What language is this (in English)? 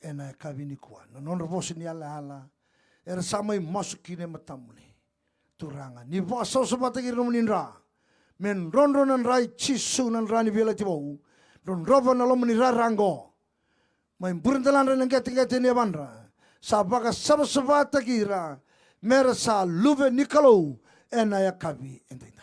Fijian